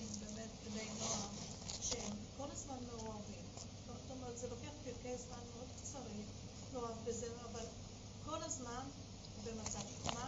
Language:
Hebrew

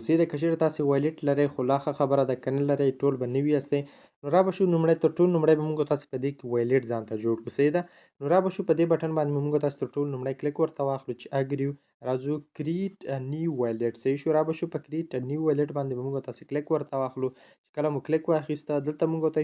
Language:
Pashto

